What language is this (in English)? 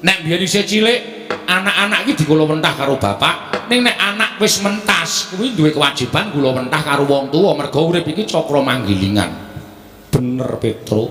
Javanese